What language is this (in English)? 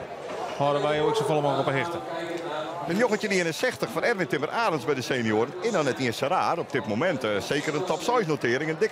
Western Frisian